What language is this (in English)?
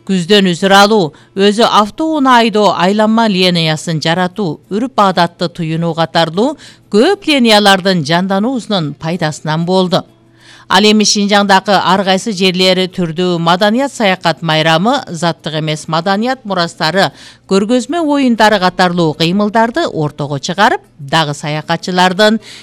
Kyrgyz